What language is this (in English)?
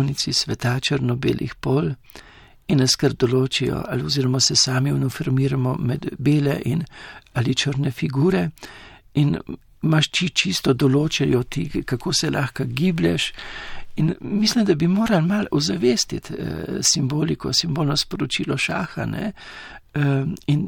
Slovenian